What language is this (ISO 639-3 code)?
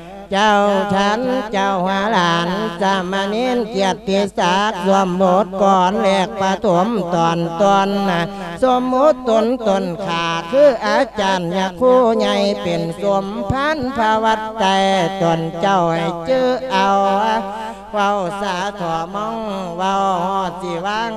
lao